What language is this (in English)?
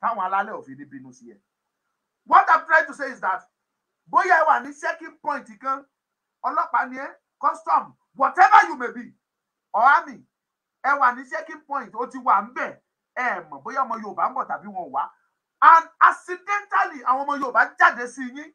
Yoruba